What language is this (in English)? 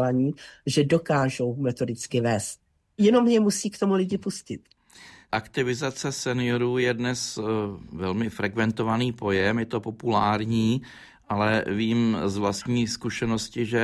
Czech